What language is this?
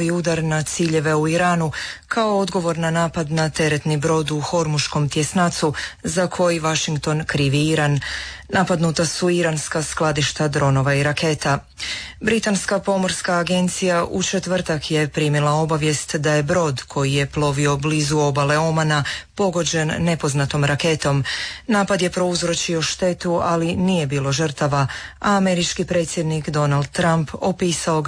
Croatian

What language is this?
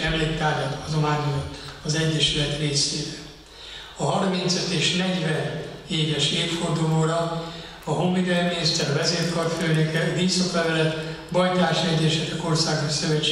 Hungarian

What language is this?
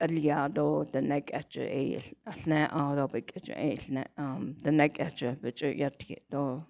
Navajo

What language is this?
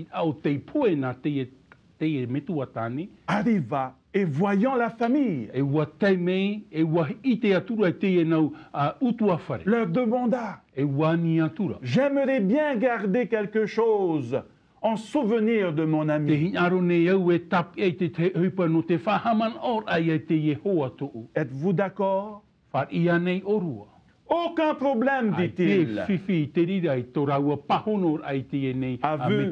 Tahitian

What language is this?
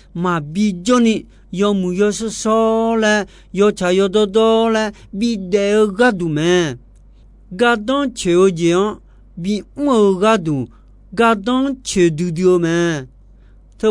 Akha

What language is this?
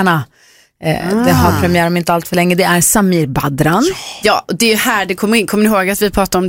Swedish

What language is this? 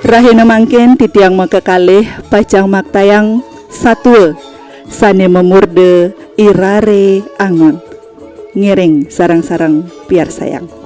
Balinese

